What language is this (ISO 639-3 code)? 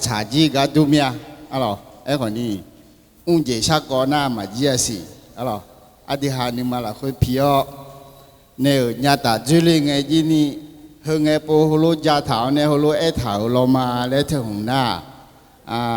ahk